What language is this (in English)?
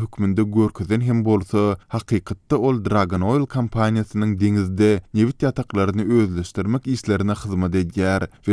Turkmen